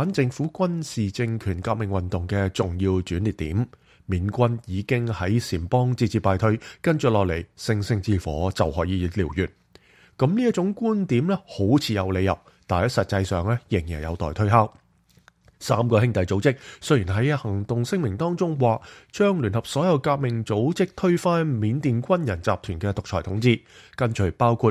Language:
Cantonese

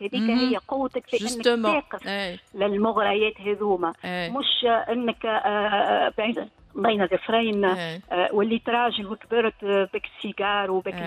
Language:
Tunisian Arabic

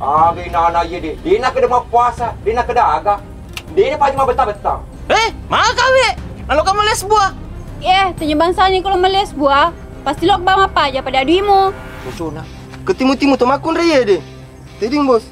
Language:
Buginese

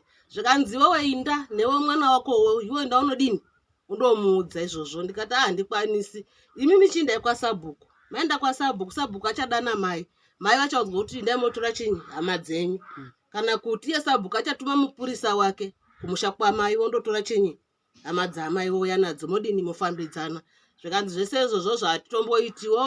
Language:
Shona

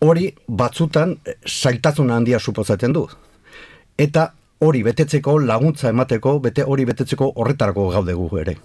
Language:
Basque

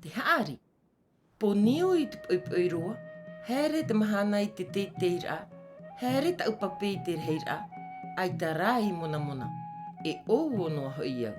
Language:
Tahitian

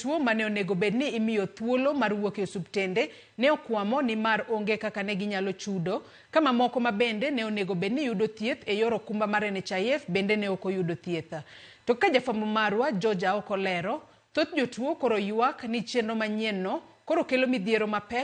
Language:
Luo (Kenya and Tanzania)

